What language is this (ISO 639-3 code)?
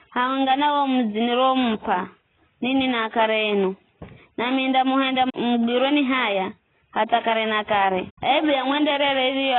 nyf